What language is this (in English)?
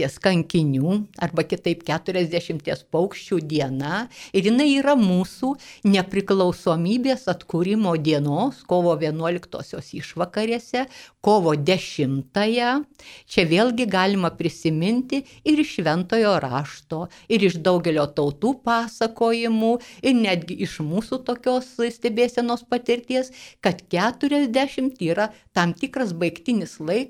Lithuanian